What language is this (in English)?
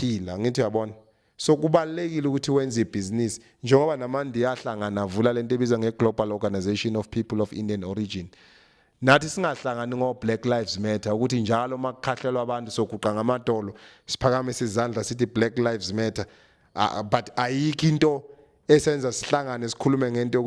Zulu